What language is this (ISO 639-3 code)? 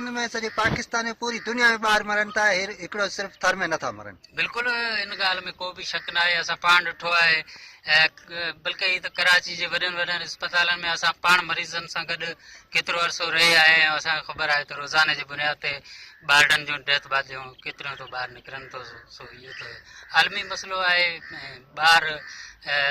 snd